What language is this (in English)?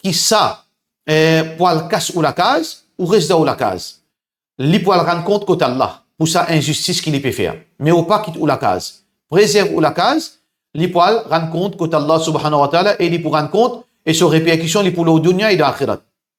Morisyen